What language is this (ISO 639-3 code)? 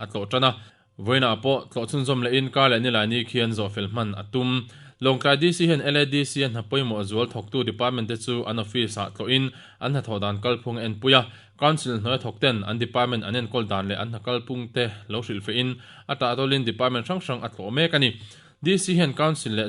lus